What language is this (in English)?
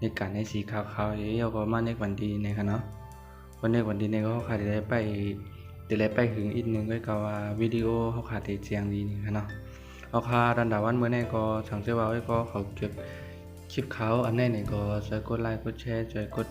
Shan